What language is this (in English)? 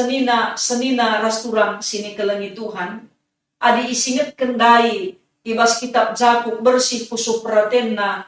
Batak Karo